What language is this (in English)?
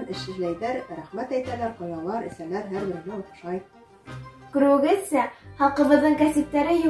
Bashkir